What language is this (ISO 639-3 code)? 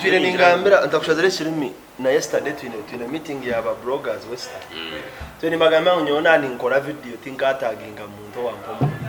nyn